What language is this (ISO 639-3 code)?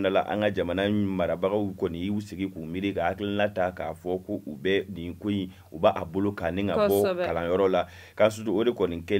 bam